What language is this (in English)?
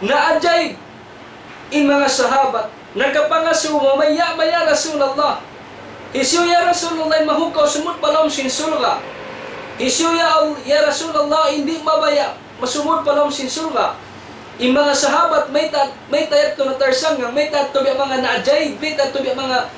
Tausug